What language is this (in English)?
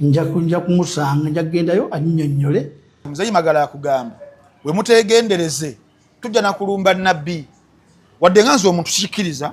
Ganda